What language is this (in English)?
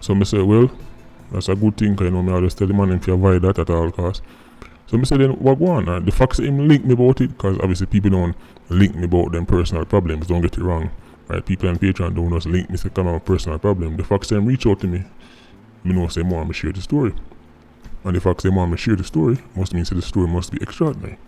Jamaican Creole English